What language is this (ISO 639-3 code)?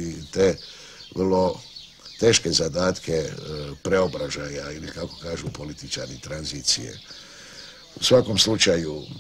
hrv